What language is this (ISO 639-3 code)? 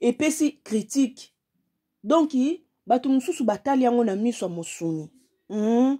lin